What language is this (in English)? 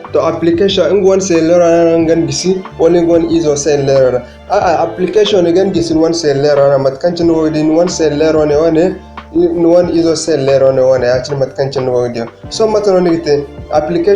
Zarma